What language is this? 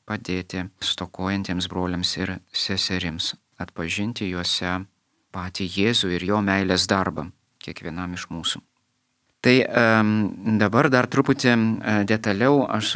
Lithuanian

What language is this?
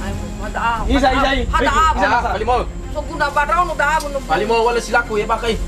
Nias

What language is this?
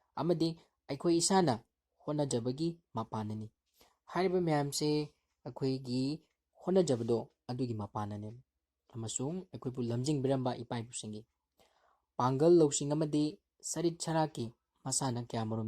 Manipuri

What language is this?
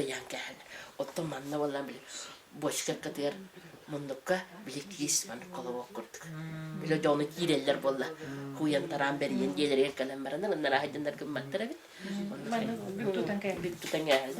Yakut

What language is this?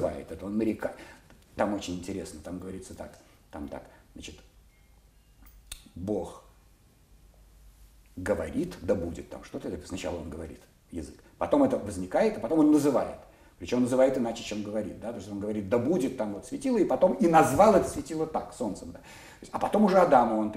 Russian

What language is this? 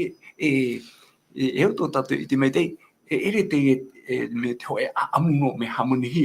Tahitian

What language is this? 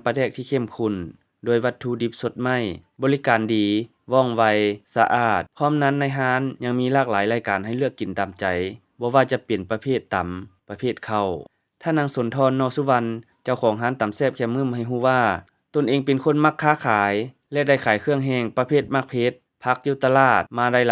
Lao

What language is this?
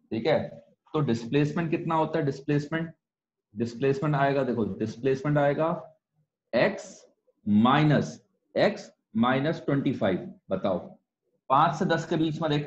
Hindi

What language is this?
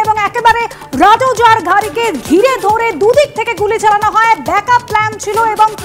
Bangla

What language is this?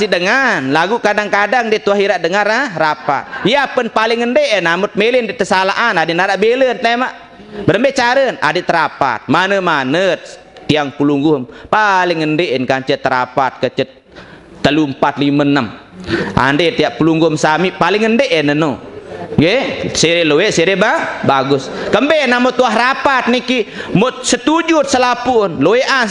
Sasak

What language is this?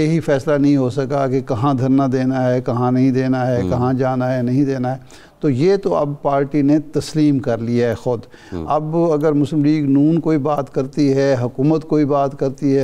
Urdu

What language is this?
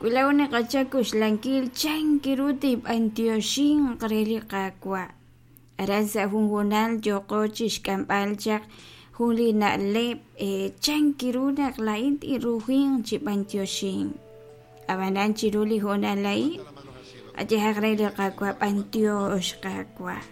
Kekchí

